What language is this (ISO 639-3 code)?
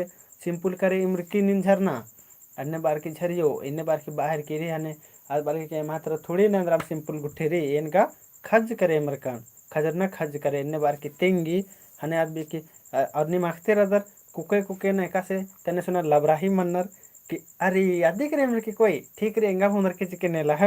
kru